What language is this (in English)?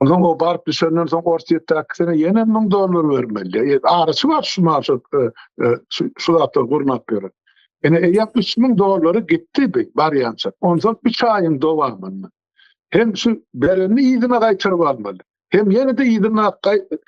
Turkmen